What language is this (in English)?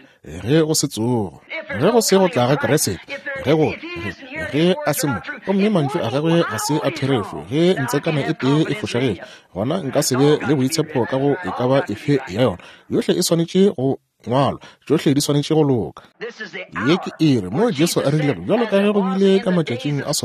Northern Sotho